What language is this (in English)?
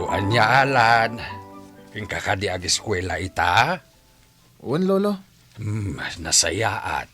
Iloko